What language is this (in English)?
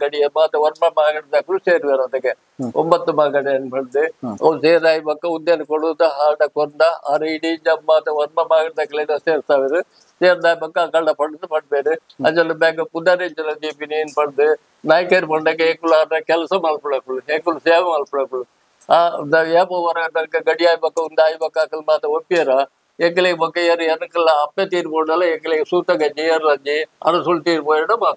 Tulu